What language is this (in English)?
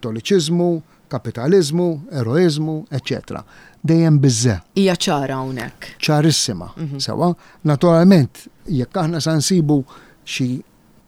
Maltese